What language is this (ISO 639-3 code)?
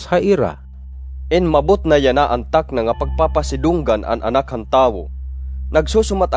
war